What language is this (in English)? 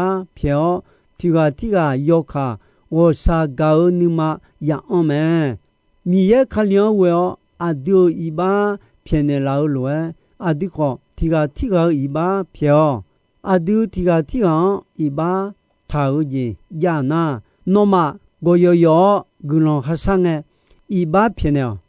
Akha